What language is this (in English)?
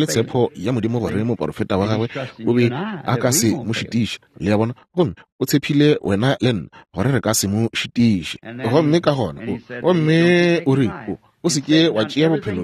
Northern Sotho